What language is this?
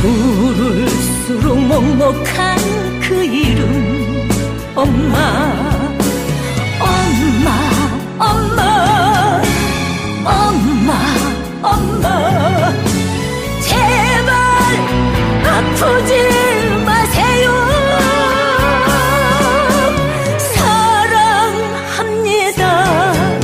Korean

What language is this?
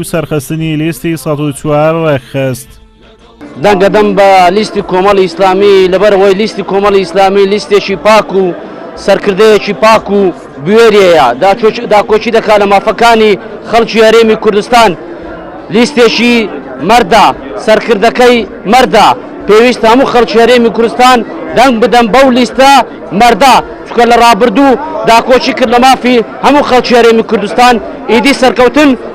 Central Kurdish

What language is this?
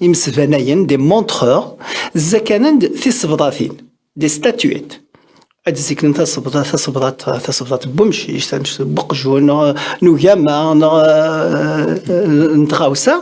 Kabyle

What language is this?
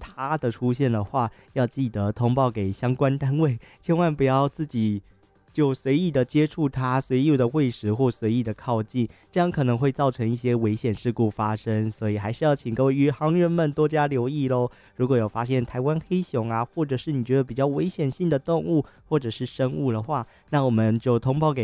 Chinese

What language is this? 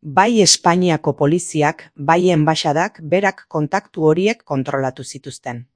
Basque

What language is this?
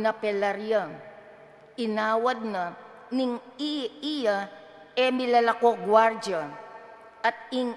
Pampanga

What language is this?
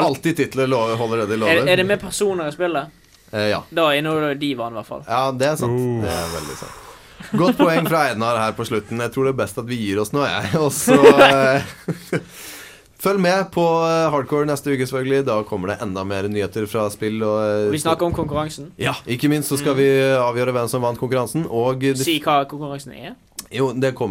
Norwegian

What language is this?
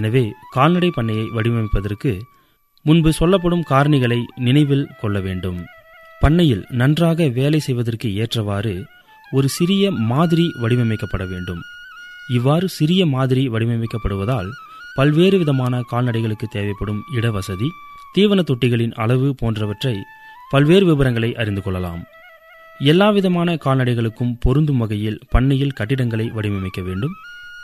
Tamil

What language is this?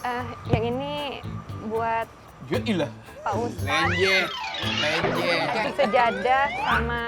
Betawi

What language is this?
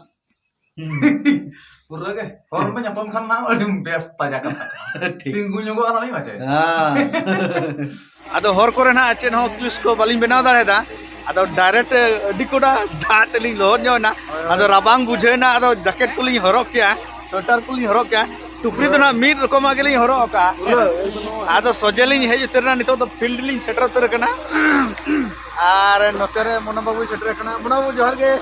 Santali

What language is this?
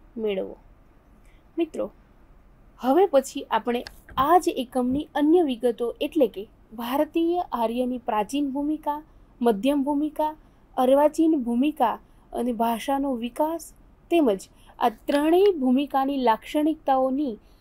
Gujarati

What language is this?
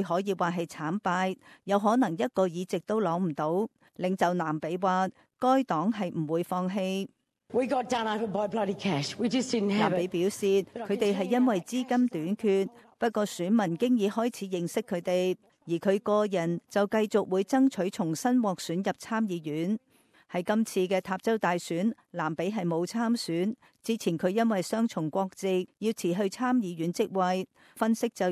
Cantonese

